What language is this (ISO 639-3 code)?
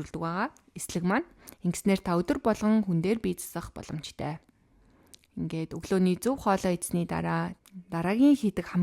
mon